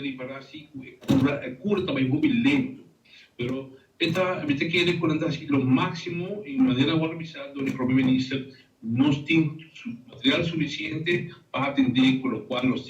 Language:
Papiamento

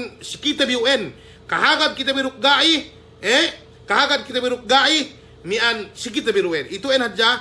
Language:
Yakan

